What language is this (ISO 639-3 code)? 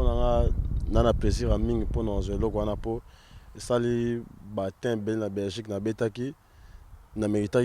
lin